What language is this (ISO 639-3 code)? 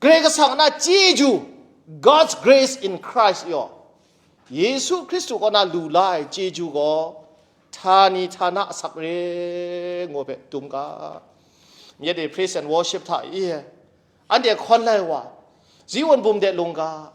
kac